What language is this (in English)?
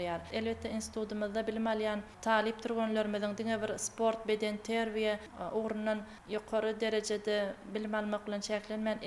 Turkmen